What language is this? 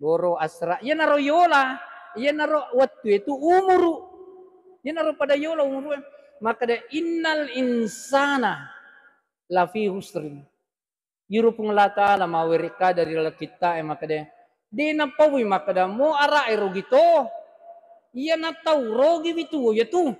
Buginese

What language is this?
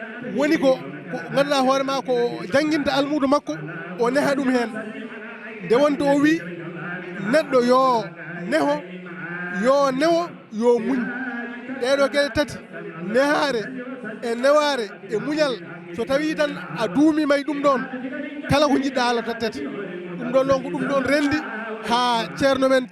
Fula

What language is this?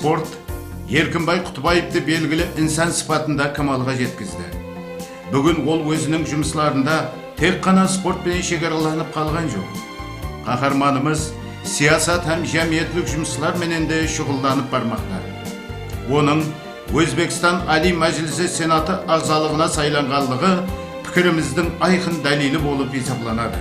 Kara-Kalpak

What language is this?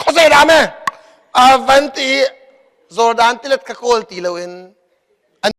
Hakha Chin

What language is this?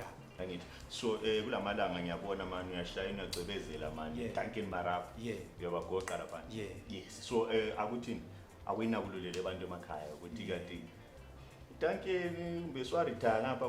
Zulu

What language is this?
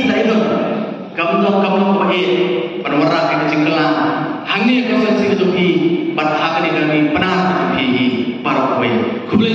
Khasi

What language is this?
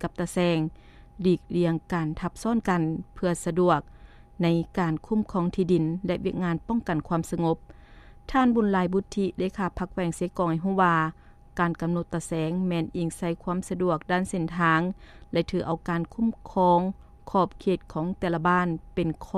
Lao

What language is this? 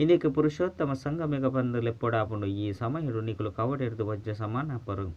Tulu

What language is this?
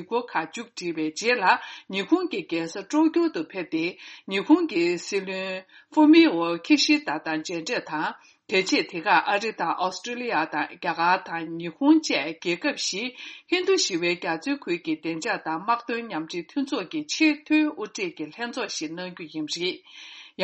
Tibetan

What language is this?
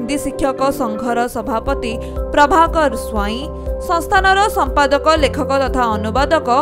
Odia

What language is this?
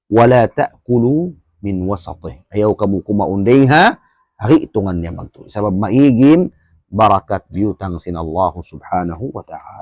Tausug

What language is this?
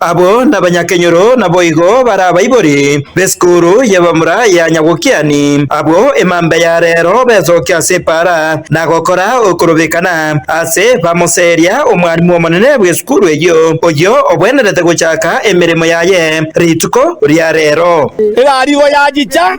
Gusii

